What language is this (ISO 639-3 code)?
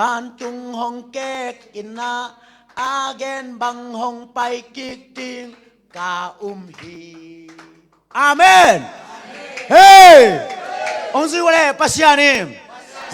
ctd